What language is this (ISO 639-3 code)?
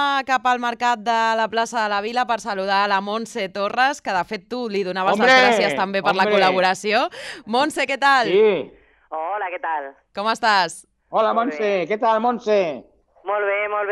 cat